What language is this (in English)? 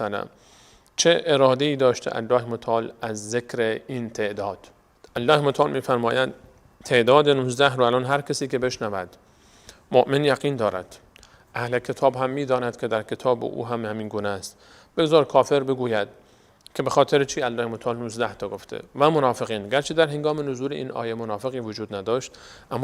Persian